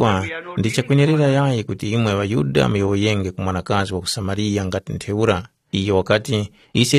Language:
Tumbuka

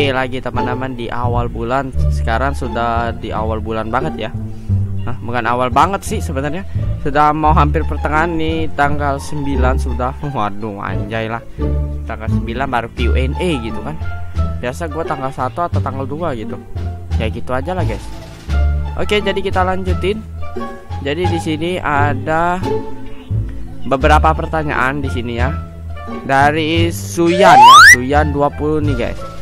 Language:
Indonesian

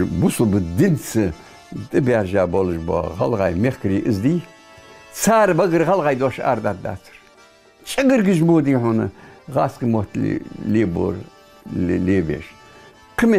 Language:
Ingush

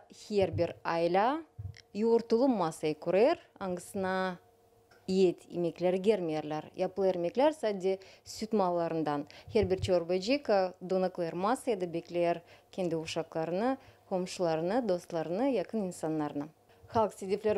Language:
Gagauz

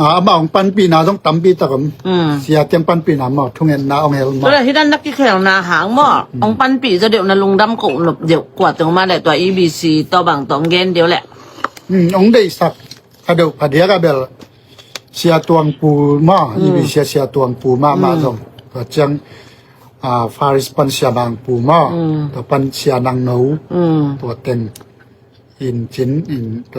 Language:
Tedim Chin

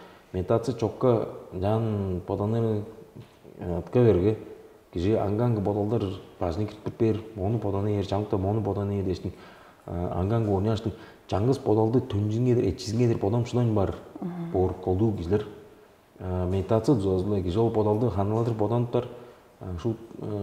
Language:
Tuvinian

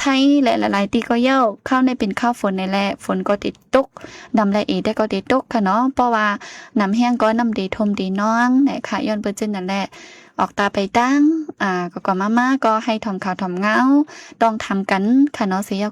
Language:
Shan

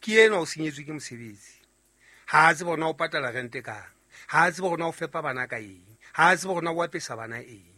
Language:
Southern Sotho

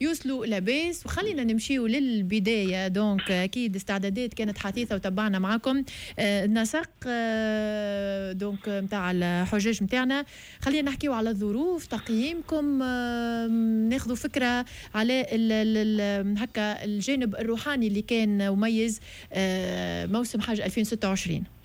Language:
Tunisian Arabic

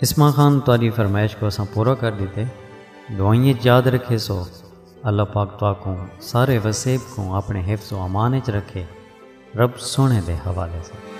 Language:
Saraiki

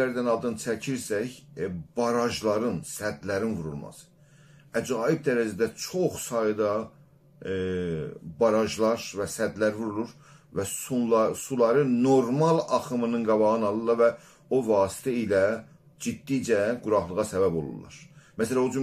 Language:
South Azerbaijani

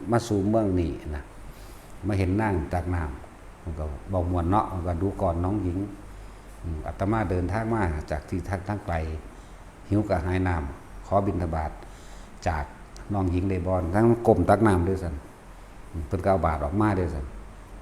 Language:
Northeastern Thai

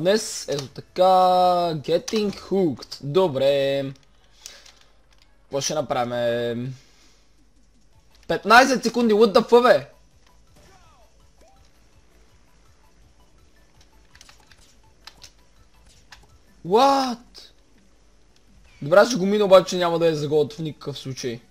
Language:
Bulgarian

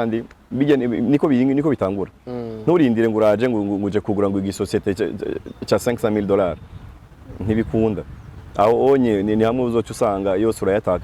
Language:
Rundi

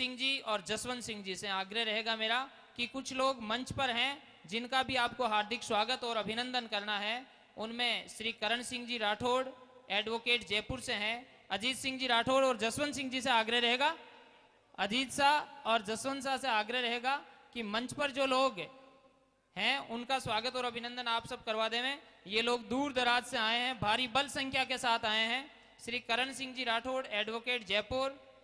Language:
Hindi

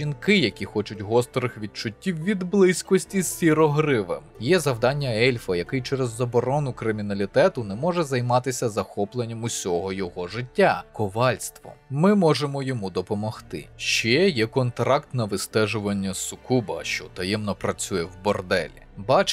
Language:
Ukrainian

